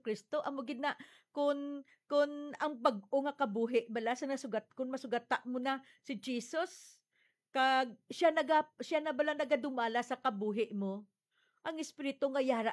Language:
Hiligaynon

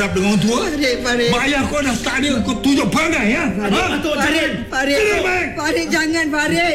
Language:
Malay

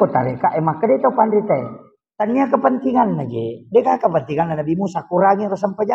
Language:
Buginese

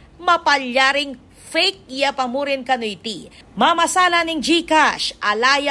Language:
Pampanga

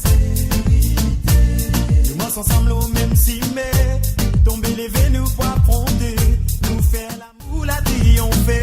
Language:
Morisyen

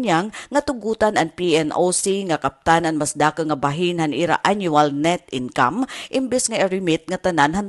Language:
Waray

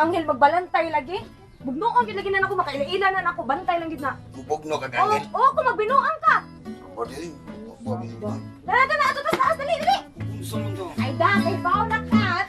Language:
Cebuano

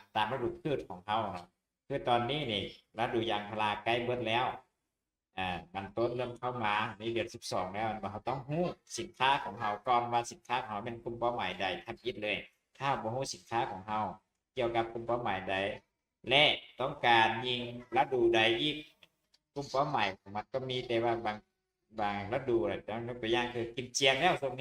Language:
Lao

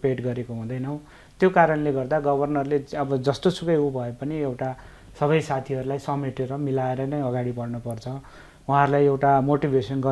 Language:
Nepali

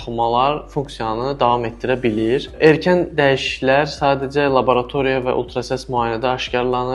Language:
Azerbaijani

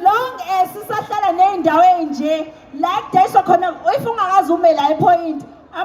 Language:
Zulu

